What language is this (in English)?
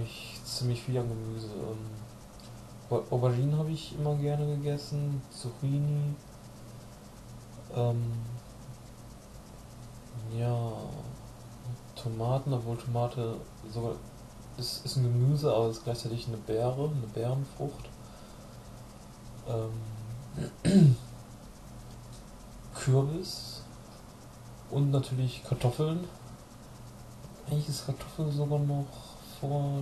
German